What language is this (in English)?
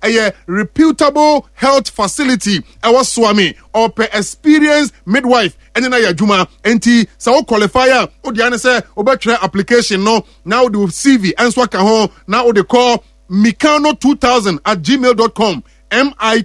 Akan